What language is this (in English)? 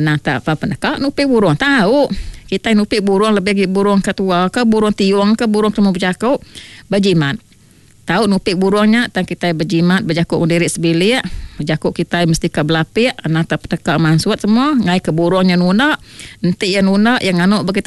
Iban